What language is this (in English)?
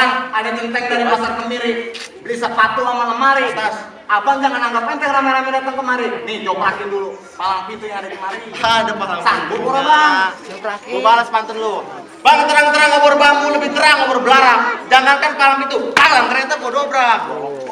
Betawi